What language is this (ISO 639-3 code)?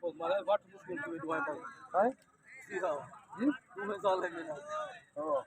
skr